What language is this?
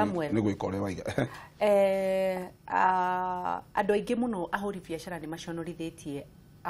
Kikuyu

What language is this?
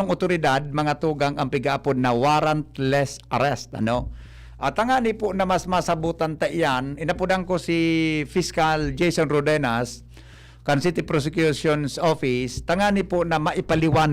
Bikol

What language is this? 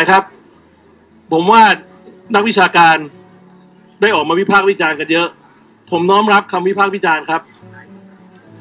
Thai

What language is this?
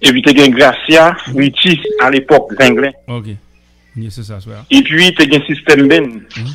Haitian Creole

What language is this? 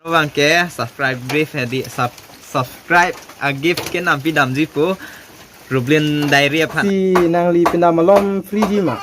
Karbi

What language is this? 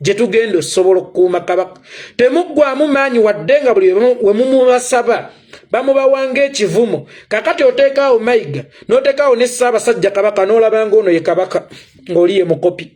Ganda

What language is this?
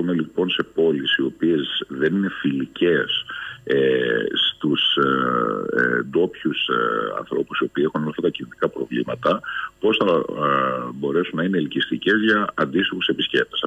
Greek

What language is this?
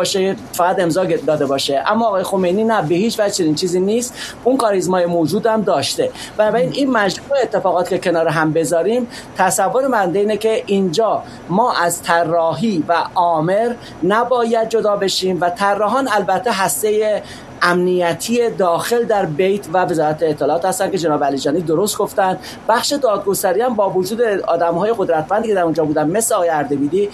Persian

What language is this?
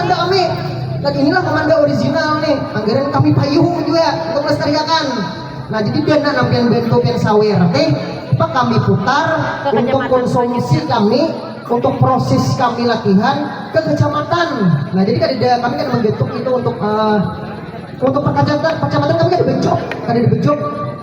Banjar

